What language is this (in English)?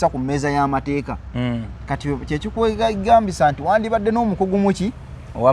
Ganda